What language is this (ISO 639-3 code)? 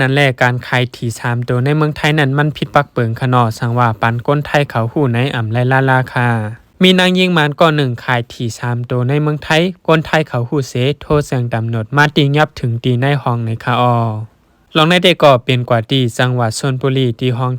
shn